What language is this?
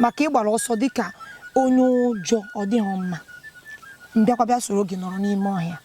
Igbo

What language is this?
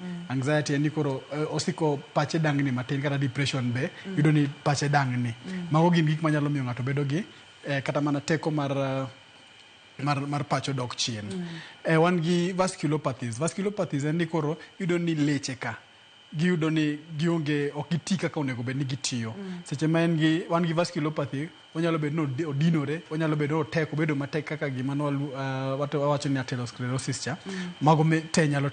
Luo (Kenya and Tanzania)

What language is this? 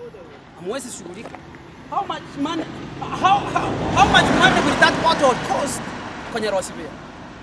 Gusii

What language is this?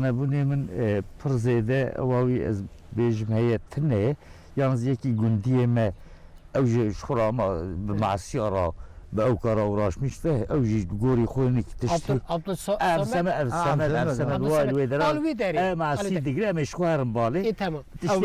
Kurdish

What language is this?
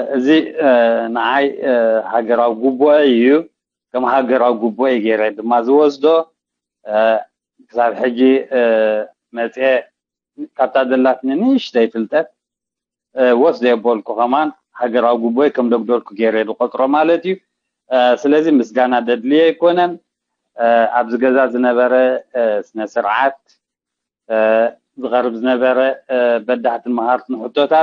Tigrinya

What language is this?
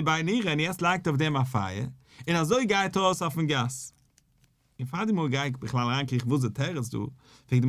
Yiddish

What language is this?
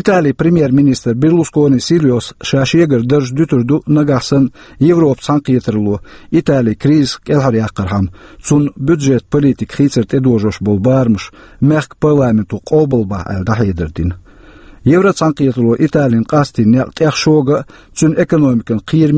Chechen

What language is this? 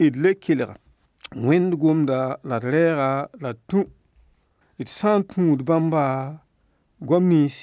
Mossi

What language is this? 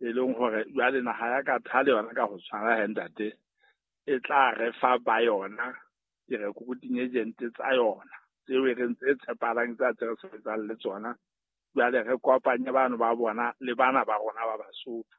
Southern Sotho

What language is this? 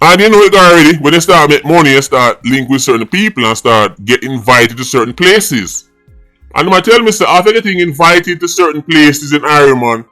Jamaican Creole English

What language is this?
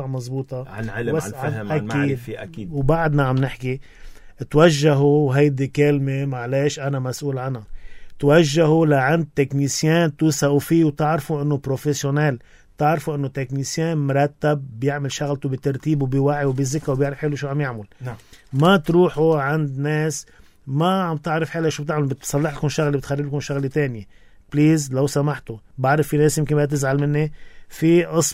North Levantine Arabic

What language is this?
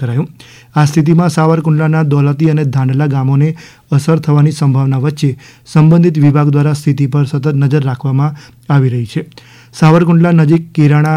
Gujarati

